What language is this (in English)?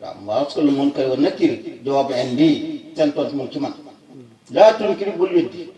Wolof